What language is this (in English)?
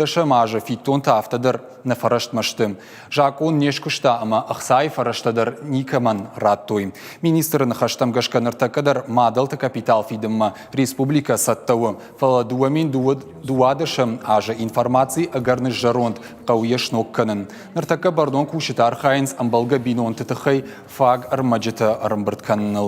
Ossetic